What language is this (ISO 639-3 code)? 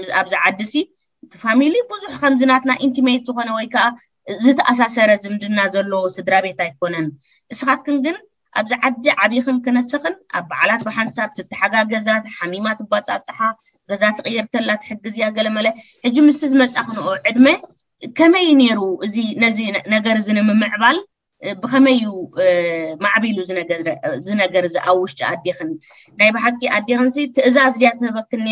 tir